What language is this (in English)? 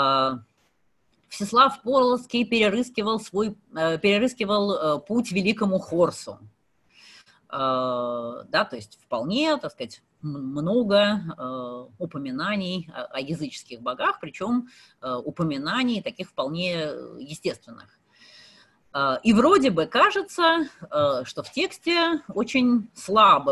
Russian